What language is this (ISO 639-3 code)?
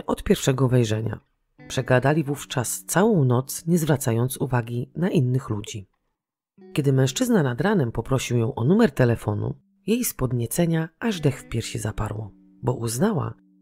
pol